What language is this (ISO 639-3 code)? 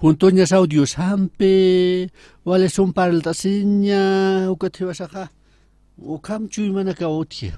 aym